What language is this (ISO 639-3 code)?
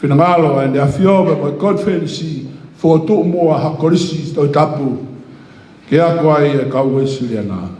ton